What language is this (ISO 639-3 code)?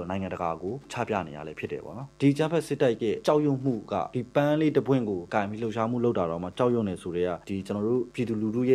mya